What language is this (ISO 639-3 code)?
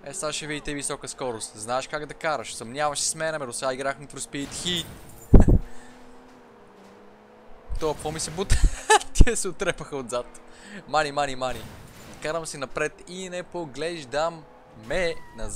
bul